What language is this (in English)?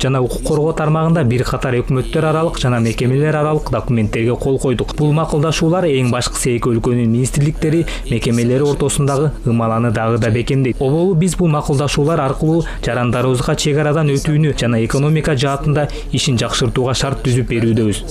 Kyrgyz